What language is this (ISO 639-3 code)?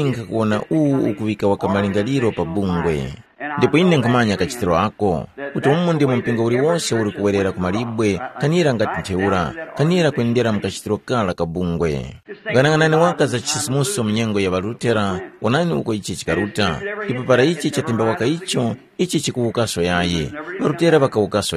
tum